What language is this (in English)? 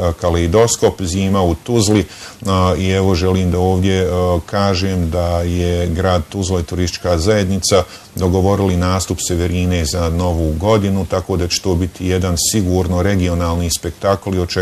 Bosnian